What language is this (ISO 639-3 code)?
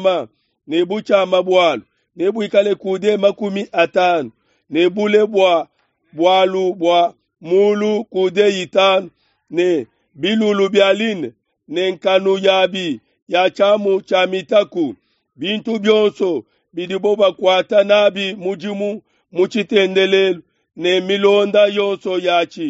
lua